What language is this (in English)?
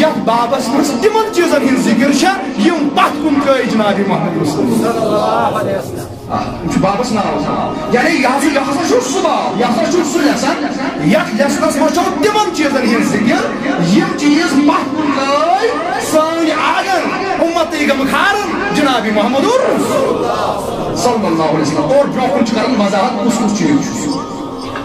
Kashmiri